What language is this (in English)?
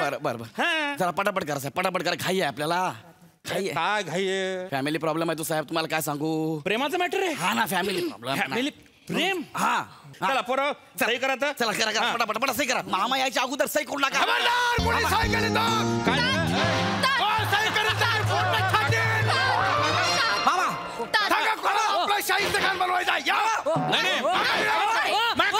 Marathi